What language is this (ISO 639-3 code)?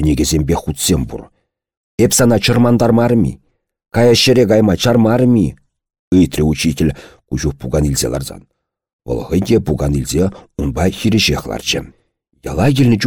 chv